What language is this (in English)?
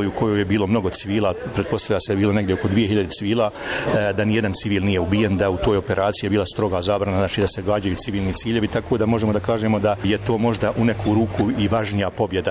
Bosnian